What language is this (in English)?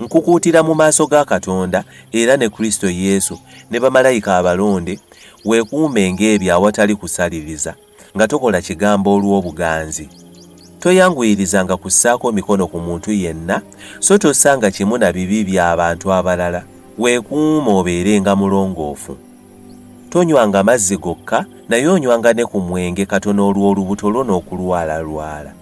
Ganda